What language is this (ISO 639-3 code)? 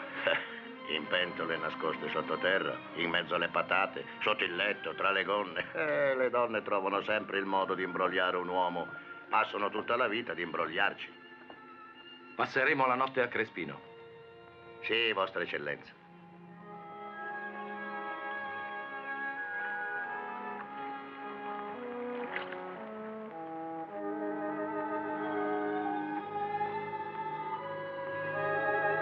ita